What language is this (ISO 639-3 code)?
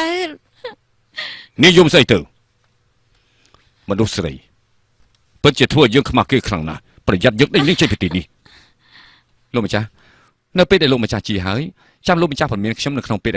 khm